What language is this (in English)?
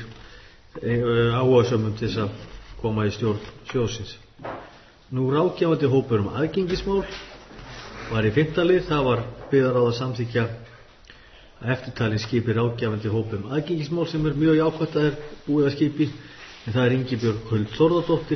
Icelandic